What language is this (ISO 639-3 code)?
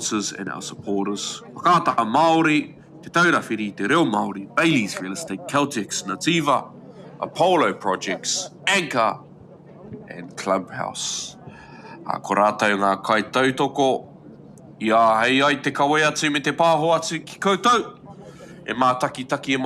mri